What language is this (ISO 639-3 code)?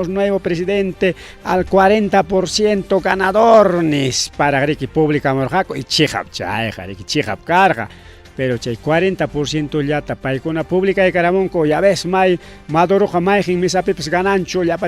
quy